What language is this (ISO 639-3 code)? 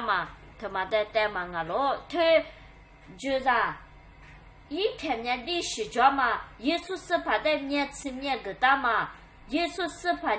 lis